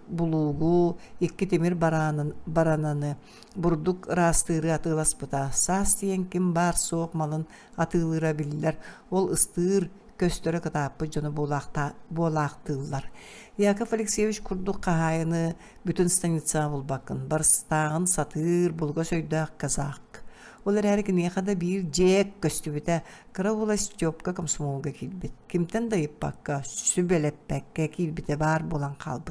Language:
Yakut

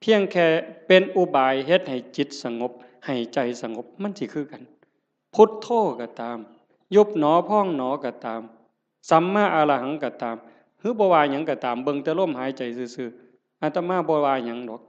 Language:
Northeastern Thai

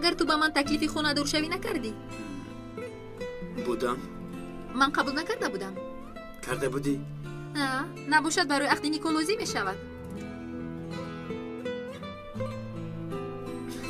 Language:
Persian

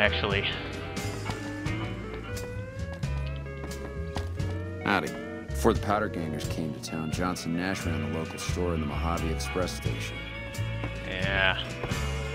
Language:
English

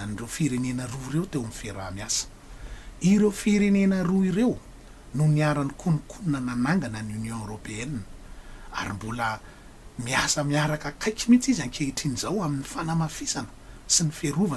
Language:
Malagasy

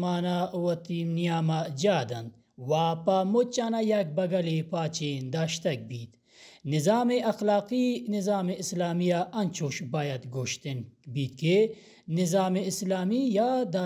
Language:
Baluchi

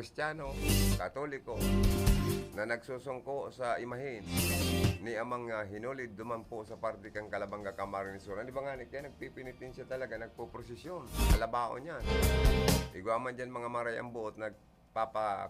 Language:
Bikol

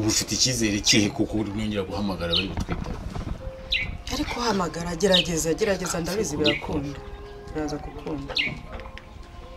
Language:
Kinyarwanda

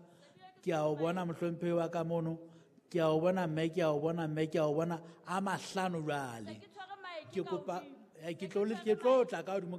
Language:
Southern Sotho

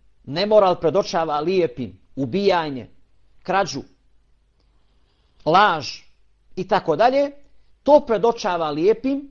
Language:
Bosnian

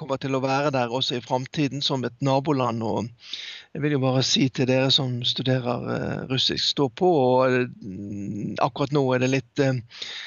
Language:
Norwegian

